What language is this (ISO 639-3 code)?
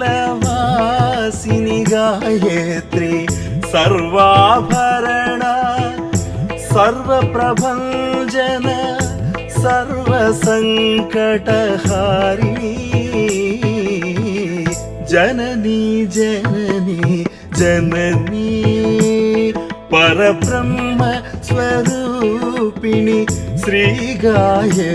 tel